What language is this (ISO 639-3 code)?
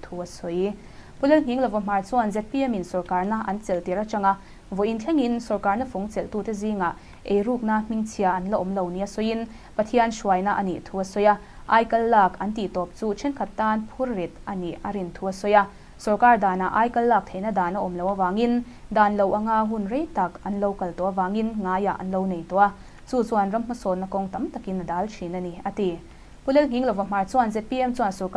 lus